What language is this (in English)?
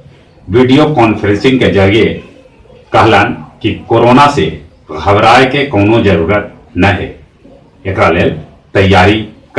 Magahi